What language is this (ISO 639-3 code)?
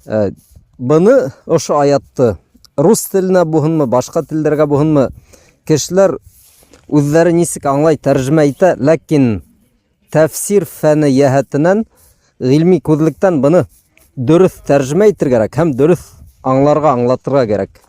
bak